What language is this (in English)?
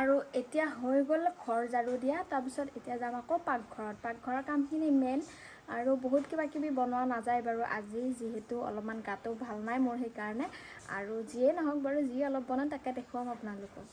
Assamese